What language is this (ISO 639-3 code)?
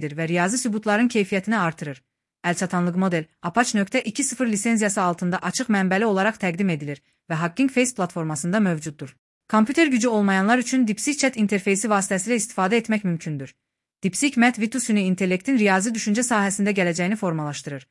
aze